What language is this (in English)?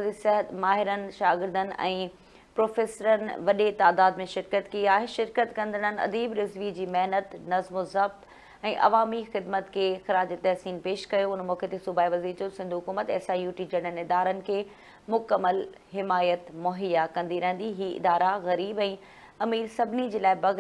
Sindhi